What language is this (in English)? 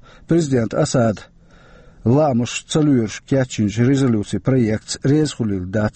Chechen